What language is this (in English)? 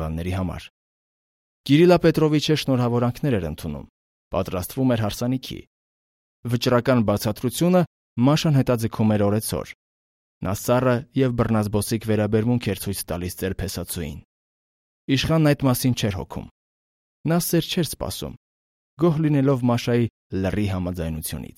Armenian